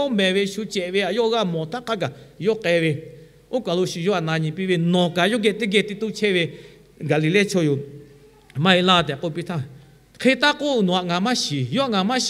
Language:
Lahu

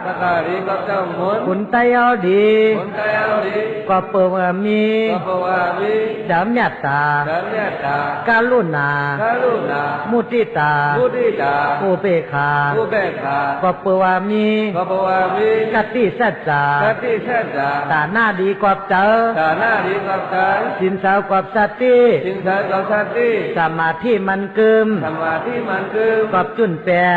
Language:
Shan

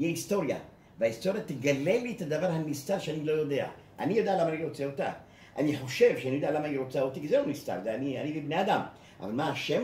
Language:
Hebrew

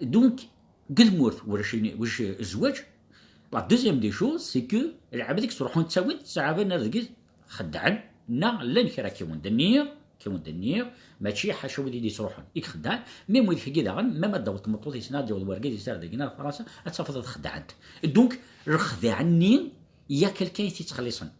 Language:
Kabyle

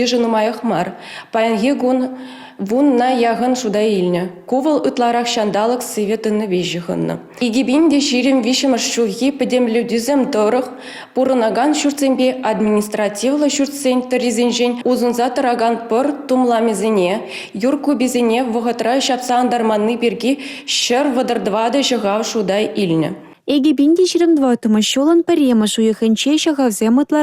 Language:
Chuvash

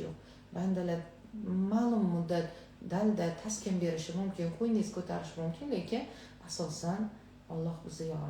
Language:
Uzbek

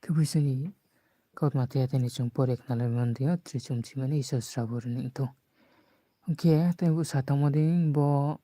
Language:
Riang (India)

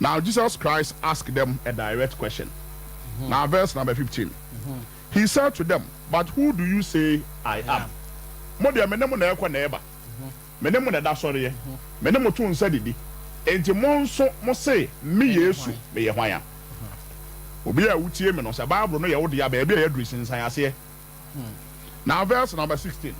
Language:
Akan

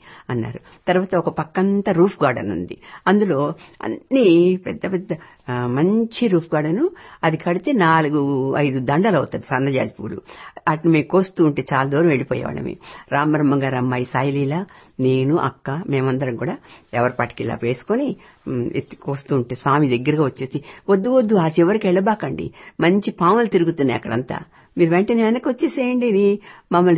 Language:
Telugu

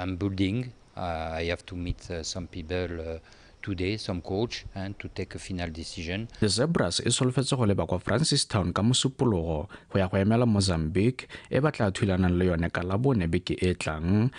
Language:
Tswana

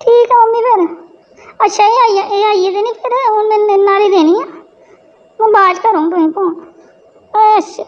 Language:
Dogri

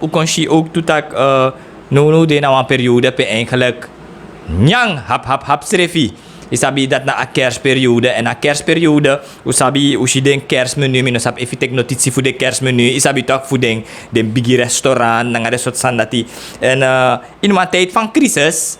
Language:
Sranan Tongo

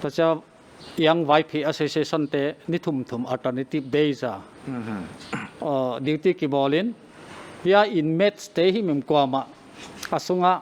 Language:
Paite Chin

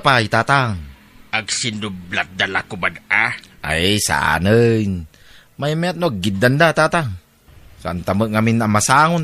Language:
Iloko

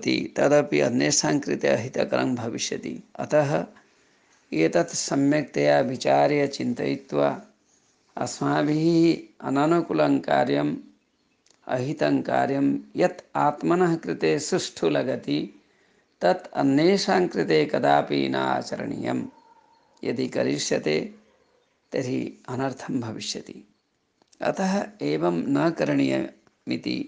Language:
Sanskrit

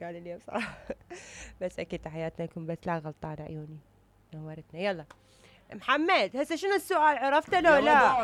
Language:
Mesopotamian Arabic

